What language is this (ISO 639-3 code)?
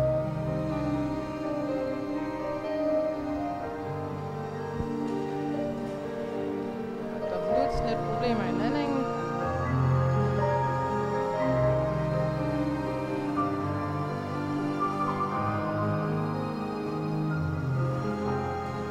dan